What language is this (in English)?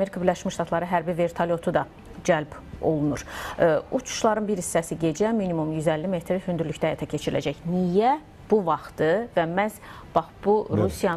Azerbaijani